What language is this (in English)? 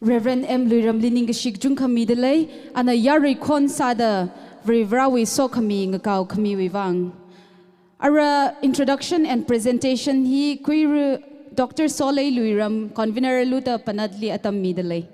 Tangkhul Naga (India)